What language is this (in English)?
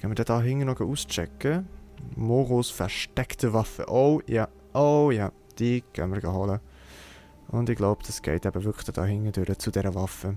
Swiss German